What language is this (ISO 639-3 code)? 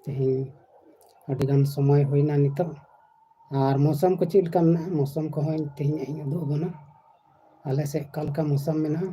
sat